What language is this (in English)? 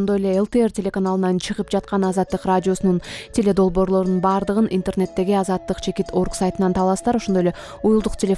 Kyrgyz